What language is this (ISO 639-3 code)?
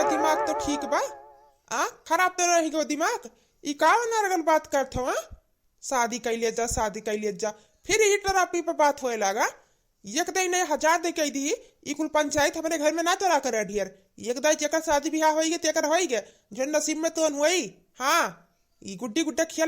awa